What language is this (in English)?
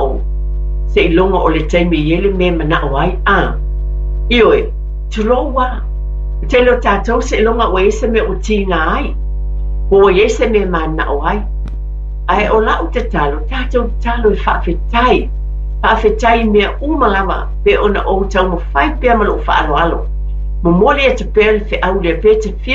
Samoan